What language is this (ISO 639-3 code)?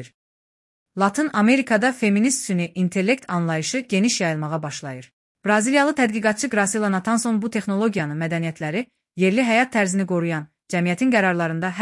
aze